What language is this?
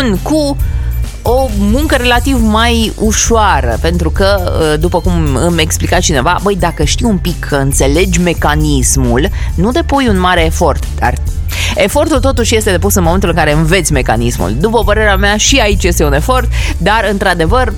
Romanian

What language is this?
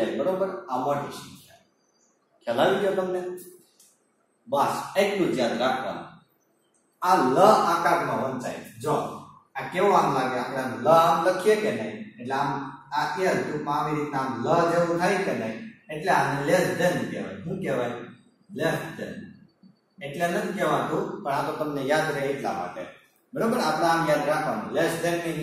Gujarati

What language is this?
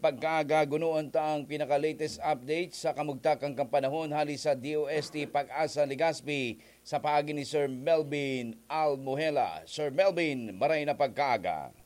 Bikol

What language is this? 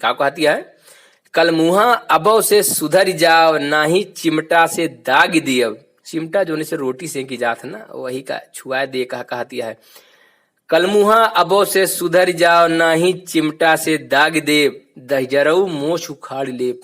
Awadhi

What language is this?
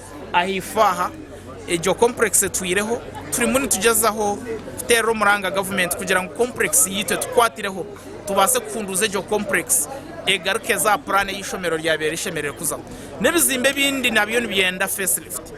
Nyankole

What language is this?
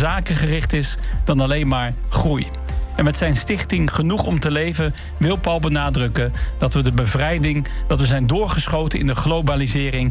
Dutch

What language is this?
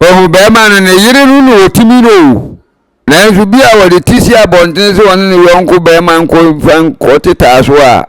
Akan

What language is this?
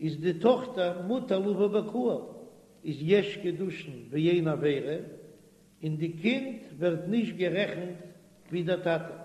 Yiddish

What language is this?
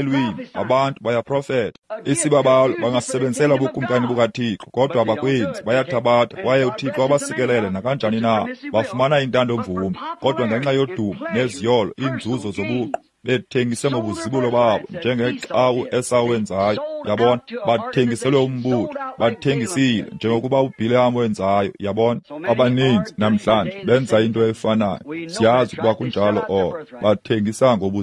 Xhosa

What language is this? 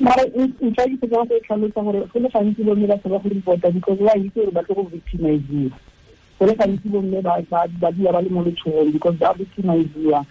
Tswana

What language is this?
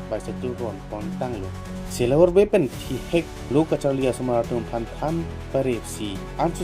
Karbi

